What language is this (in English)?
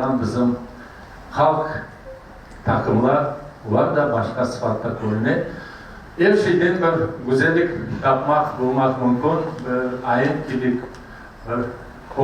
Crimean Tatar